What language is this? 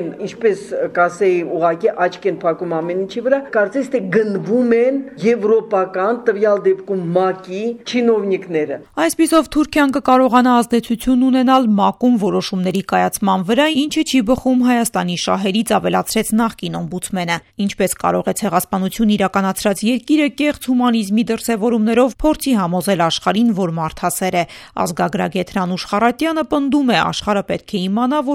Armenian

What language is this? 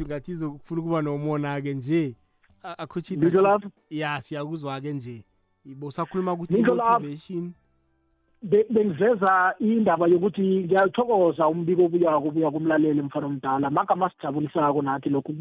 South Ndebele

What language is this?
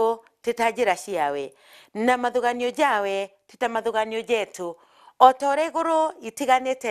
Meru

